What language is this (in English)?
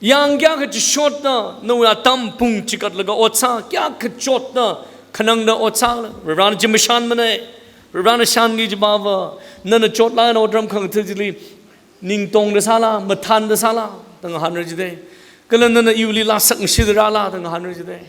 Tangkhul Naga (India)